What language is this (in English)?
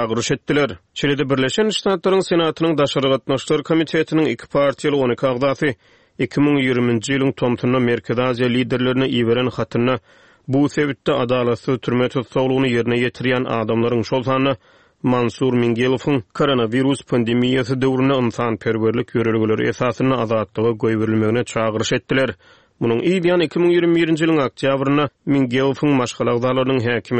Turkmen